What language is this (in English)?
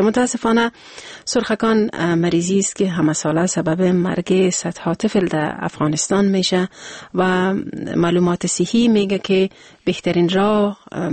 Persian